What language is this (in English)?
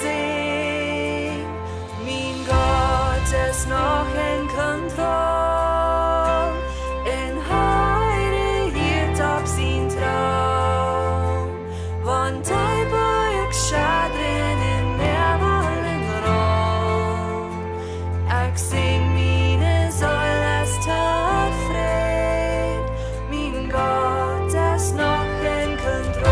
Plautdietsch